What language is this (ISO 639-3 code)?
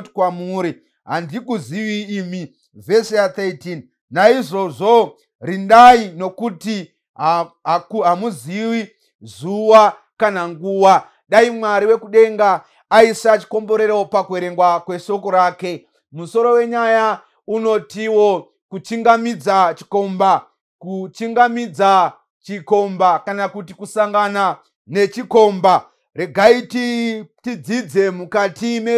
sna